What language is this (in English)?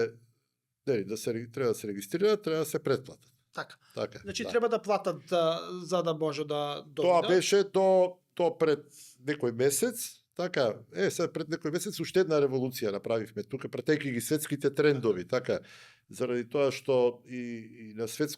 Macedonian